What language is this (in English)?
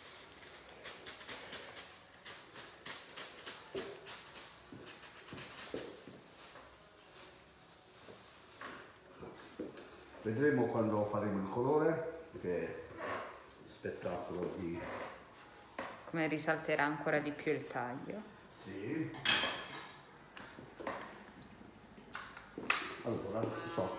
Italian